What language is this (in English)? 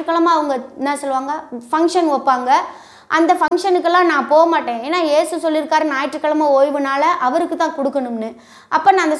Tamil